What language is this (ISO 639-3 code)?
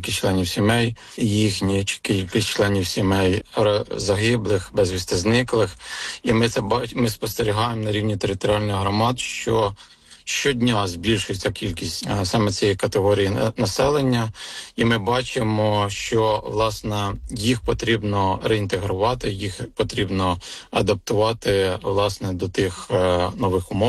ukr